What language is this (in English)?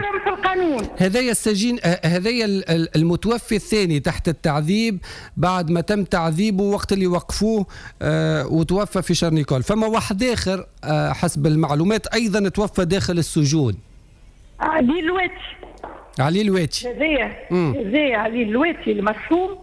Tunisian Arabic